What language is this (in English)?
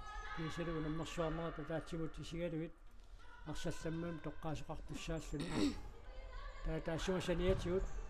Kalaallisut